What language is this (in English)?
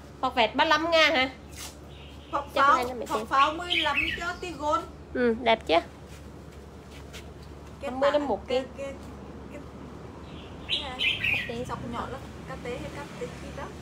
Vietnamese